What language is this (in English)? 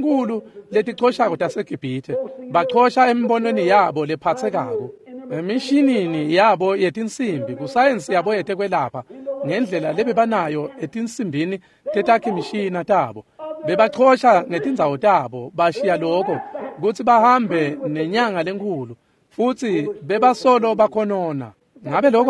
Swati